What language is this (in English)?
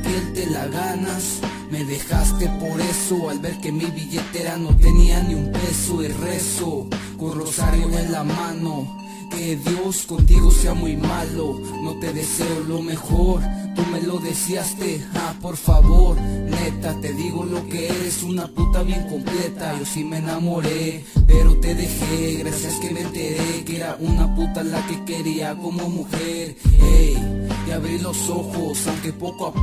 Spanish